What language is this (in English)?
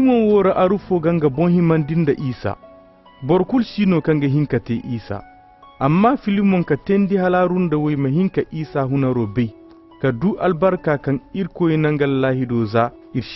Koyraboro Senni